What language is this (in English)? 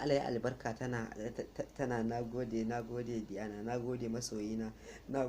Hausa